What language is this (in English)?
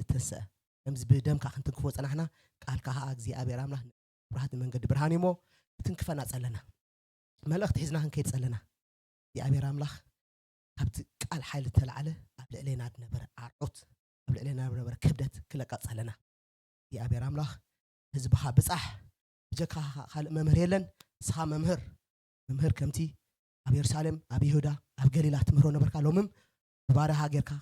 Tigrinya